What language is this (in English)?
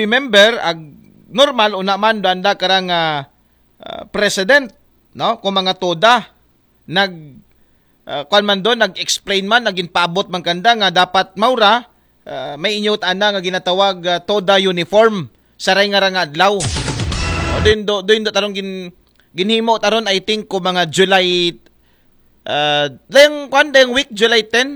Aklanon